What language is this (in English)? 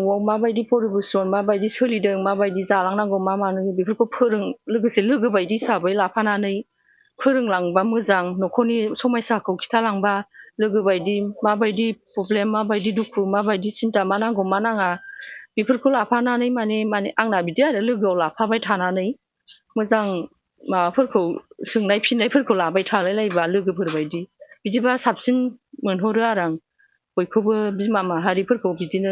Bodo